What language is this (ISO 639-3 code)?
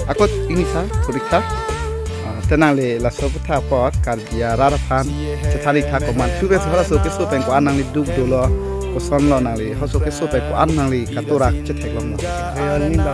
mjw